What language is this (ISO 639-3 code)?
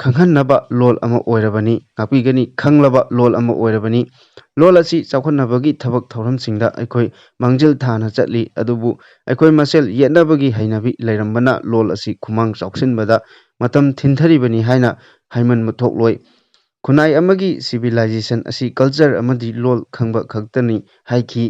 mni